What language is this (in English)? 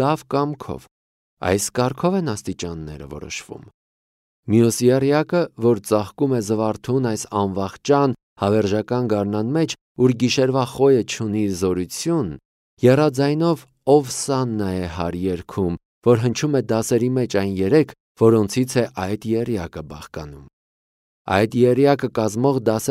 Armenian